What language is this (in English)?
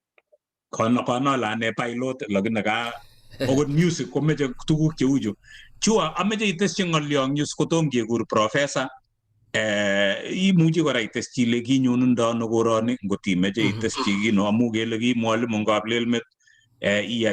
Kalenjin